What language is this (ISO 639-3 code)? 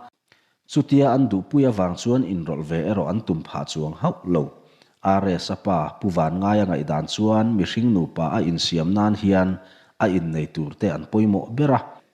lus